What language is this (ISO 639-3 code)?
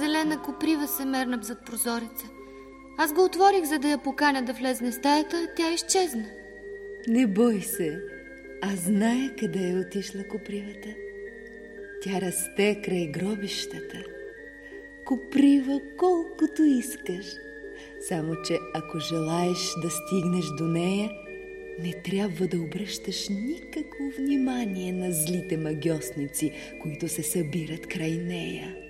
bul